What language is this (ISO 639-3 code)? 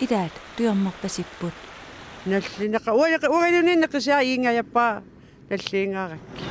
kal